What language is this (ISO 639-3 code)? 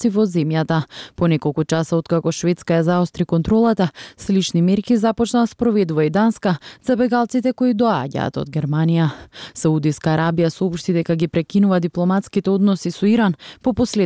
mkd